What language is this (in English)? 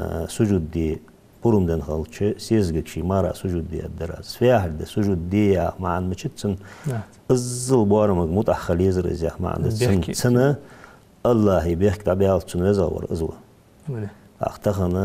Ingush